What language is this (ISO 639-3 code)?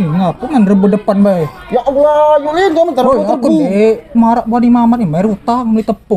mui